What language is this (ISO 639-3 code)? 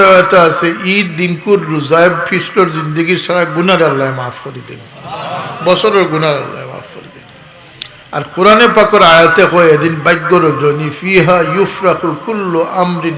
syl